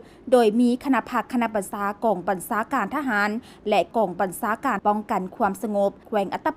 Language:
Lao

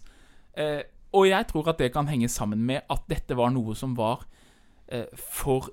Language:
Norwegian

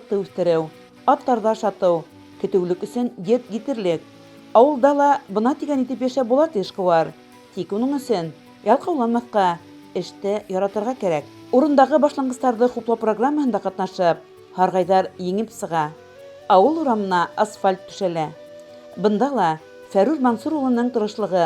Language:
Bashkir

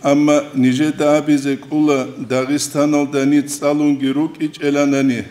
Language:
Avaric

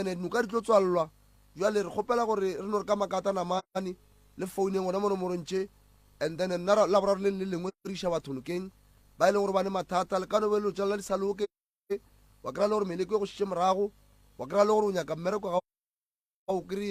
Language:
Northern Sotho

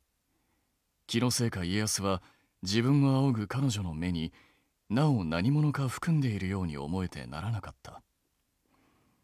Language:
Japanese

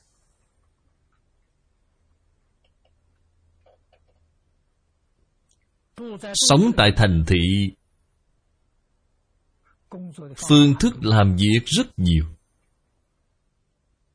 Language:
Vietnamese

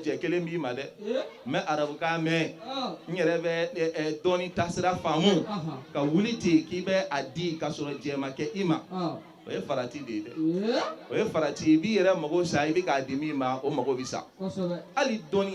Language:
Bambara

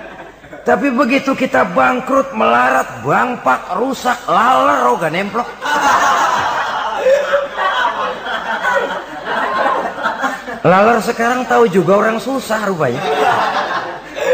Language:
Indonesian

